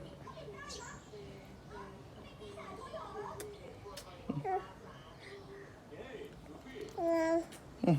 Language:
Lao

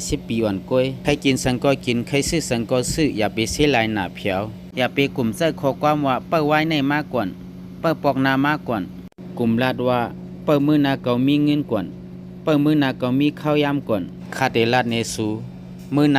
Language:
Shan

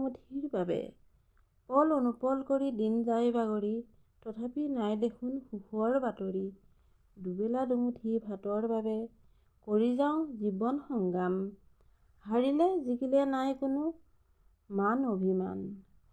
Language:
Assamese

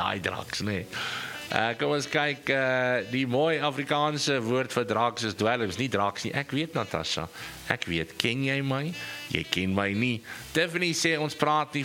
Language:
Afrikaans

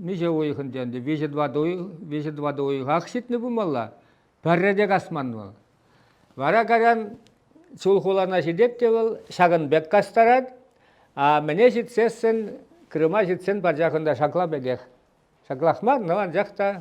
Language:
Chuvash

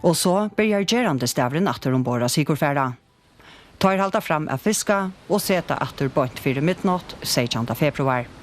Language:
Faroese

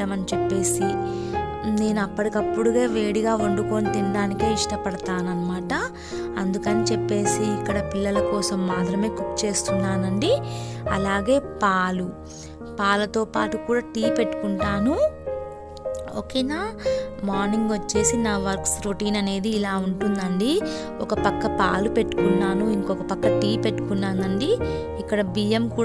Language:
Telugu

